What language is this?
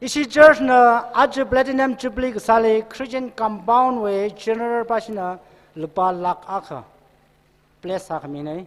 Tangkhul Naga (India)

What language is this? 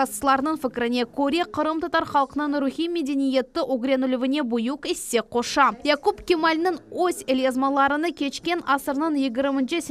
Crimean Tatar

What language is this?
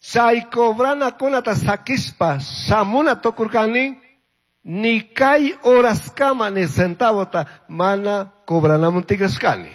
Chimborazo Highland Quichua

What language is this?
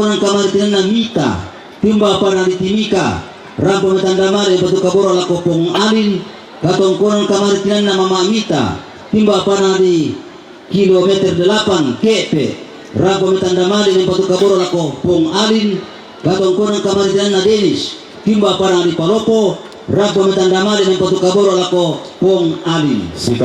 Toraja-Sa'dan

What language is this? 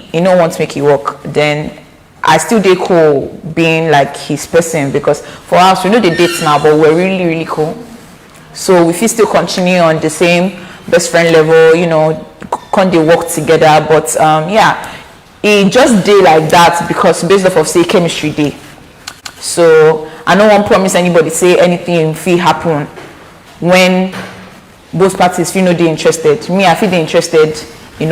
Nigerian Pidgin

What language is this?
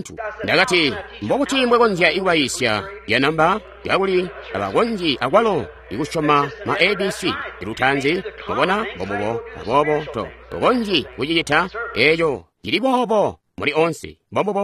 Tonga (Zambia)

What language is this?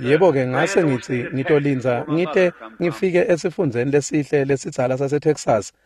Swati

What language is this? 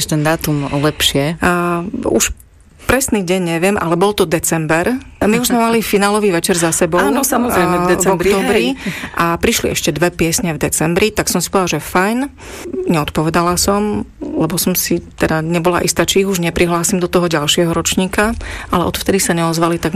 Slovak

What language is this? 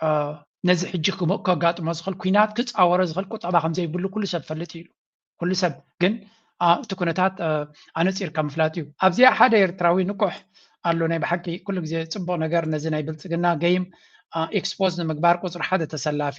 Tigrinya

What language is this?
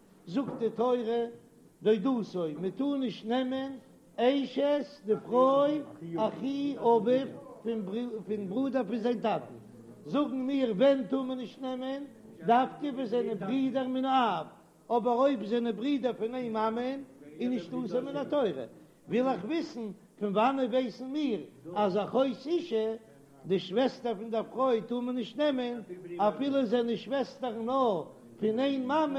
Yiddish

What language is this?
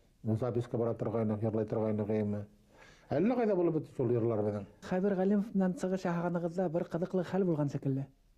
Bashkir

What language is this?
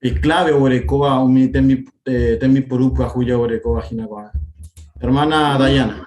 Guarani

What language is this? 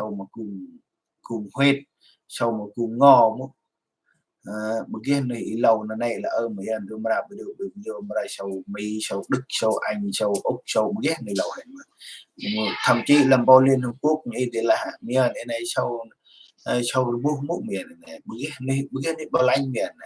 Central Mnong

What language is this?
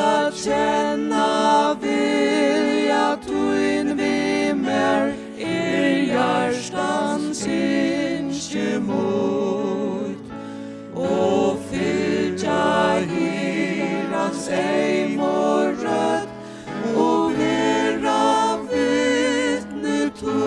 Faroese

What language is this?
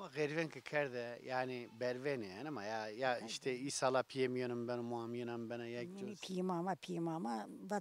Zaza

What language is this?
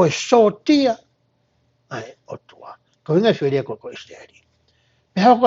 Tongan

